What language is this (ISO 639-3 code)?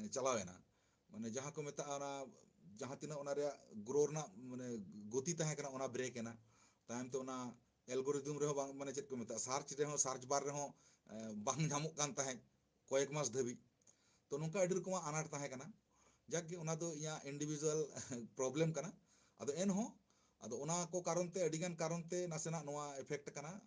sat